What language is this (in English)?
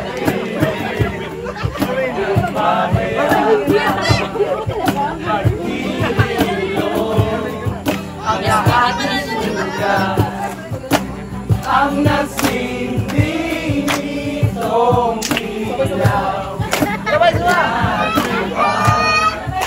Filipino